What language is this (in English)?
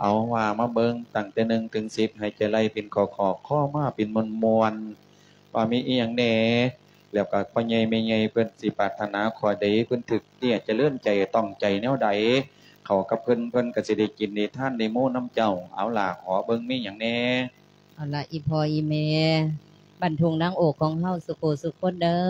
Lao